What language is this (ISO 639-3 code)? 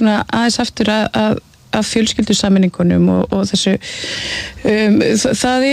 isl